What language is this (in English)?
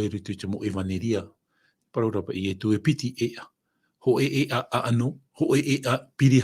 Tahitian